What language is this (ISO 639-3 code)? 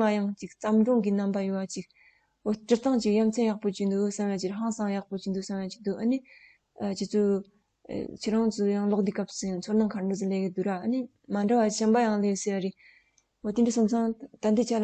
bod